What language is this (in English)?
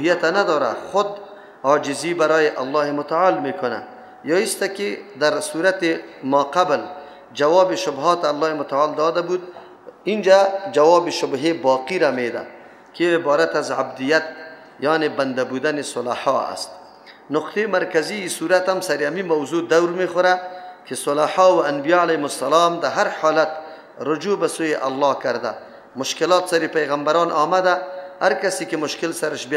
Persian